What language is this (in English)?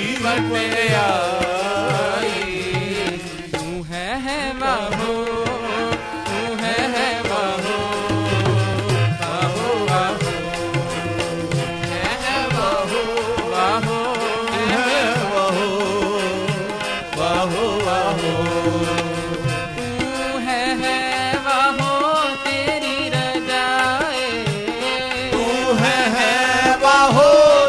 Punjabi